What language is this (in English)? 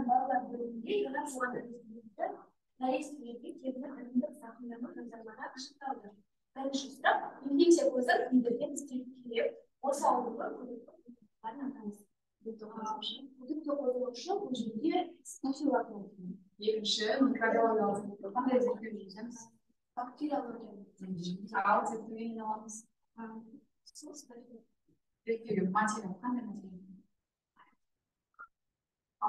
Kazakh